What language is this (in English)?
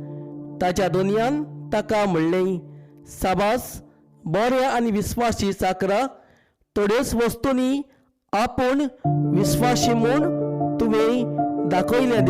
Konkani